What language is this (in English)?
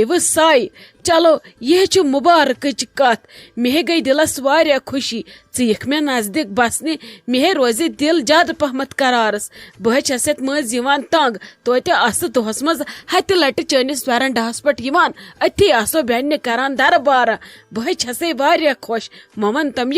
Kashmiri